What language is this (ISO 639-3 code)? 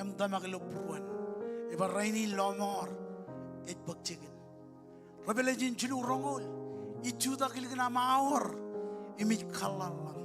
mah